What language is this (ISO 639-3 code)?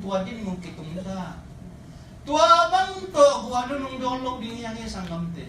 ctd